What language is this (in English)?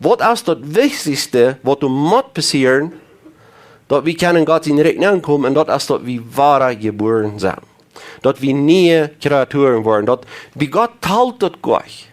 Plautdietsch